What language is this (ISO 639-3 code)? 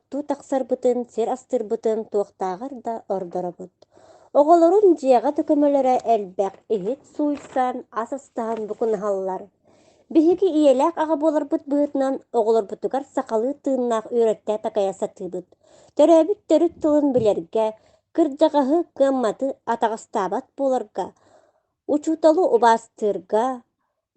sah